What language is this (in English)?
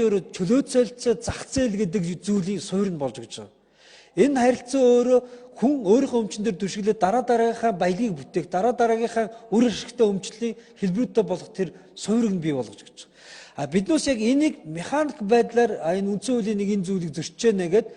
Mongolian